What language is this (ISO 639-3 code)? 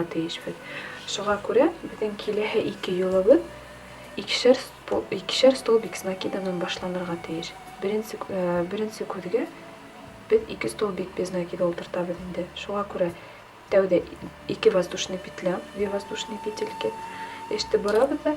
bak